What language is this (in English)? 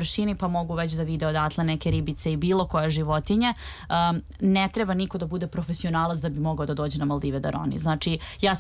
Serbian